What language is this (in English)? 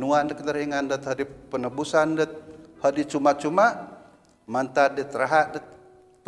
Central Dusun